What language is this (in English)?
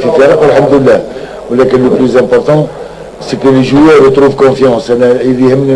Algerian Arabic